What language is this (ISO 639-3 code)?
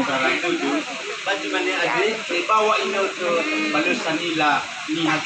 nia